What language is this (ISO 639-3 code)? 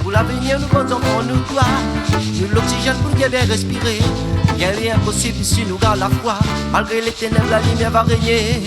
rcf